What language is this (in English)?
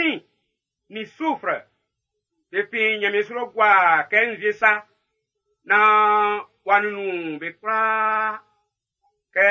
Baoulé